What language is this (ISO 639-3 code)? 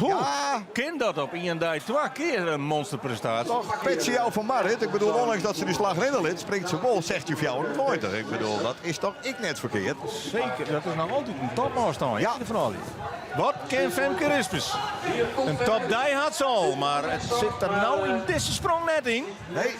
fry